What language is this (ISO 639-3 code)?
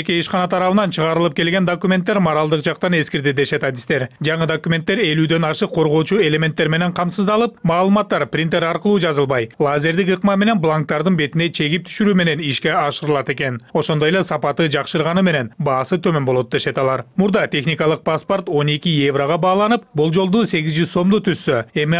kir